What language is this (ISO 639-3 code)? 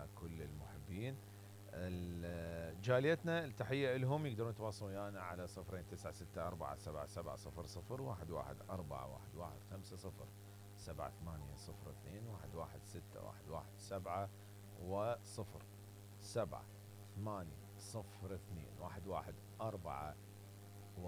acm